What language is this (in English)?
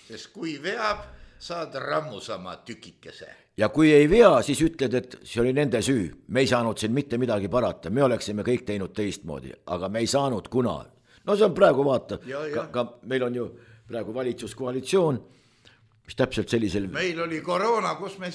Estonian